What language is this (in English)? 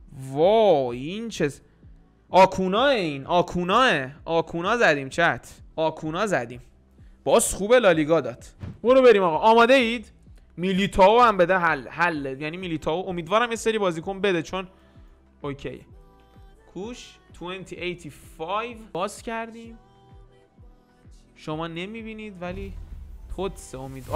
Persian